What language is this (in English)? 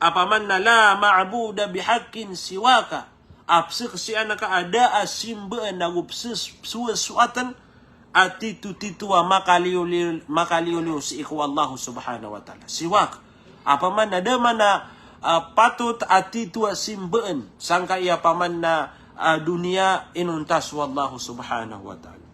Maranao